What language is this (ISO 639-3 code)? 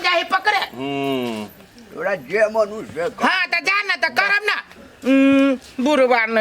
mai